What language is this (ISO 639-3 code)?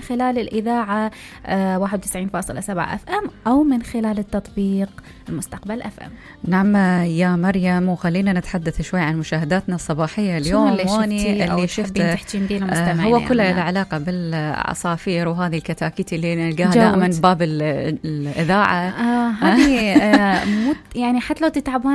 acm